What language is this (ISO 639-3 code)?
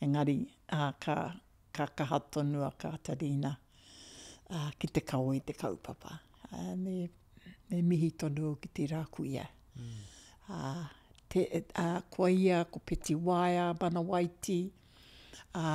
mri